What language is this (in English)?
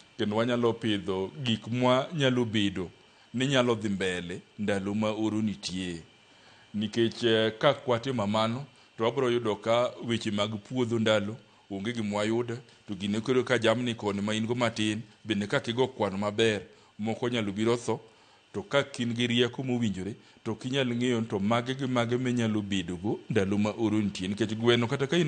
Luo (Kenya and Tanzania)